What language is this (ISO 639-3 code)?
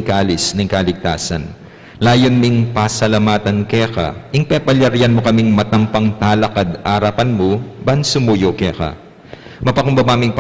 pam